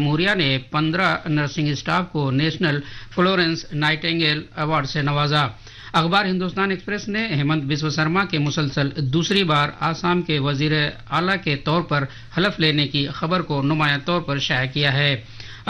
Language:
Urdu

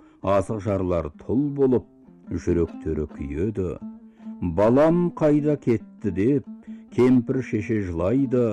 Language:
Kazakh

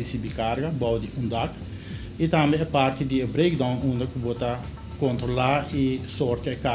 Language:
Papiamento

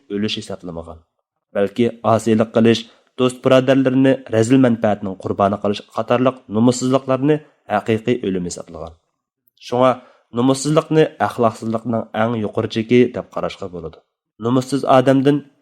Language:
Uyghur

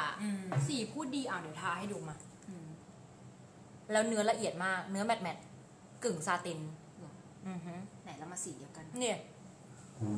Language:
Thai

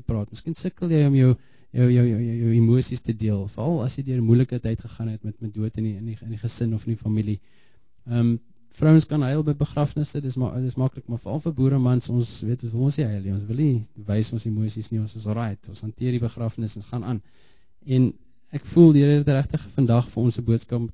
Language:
Afrikaans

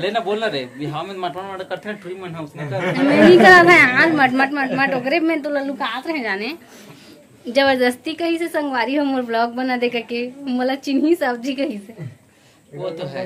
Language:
Chhattisgarhi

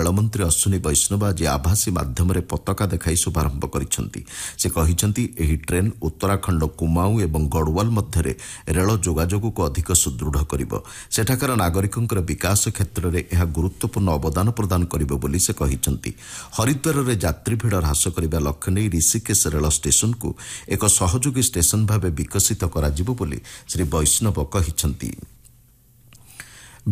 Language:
Odia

